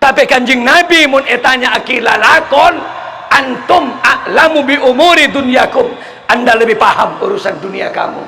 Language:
Madurese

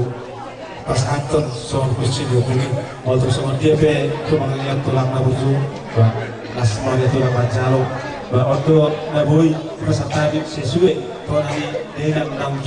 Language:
Batak Toba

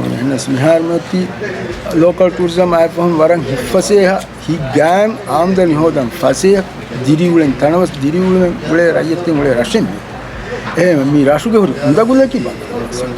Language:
Divehi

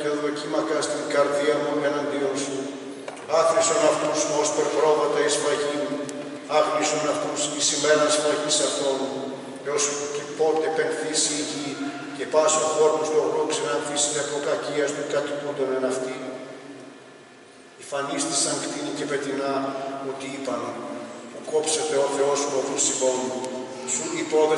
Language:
Greek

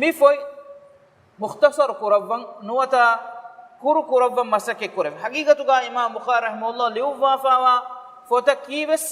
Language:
Divehi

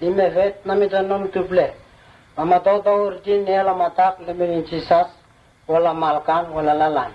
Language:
Vurës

